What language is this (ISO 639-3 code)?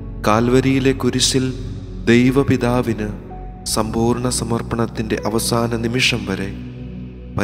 mal